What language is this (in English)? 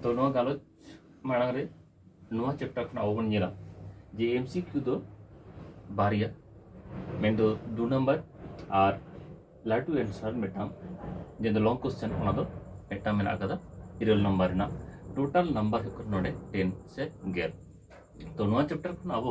Santali